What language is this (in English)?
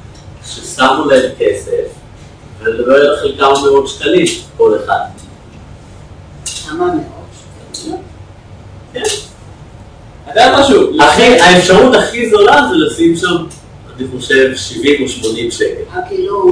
Hebrew